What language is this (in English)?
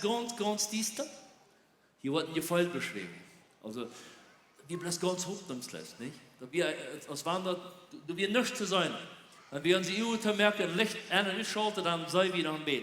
Plautdietsch